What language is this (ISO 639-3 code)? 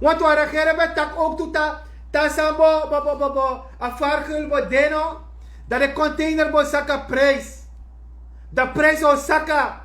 srn